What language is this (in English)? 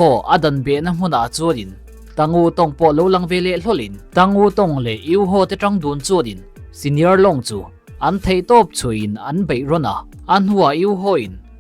Mizo